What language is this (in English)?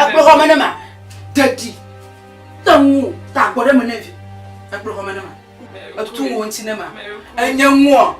Ewe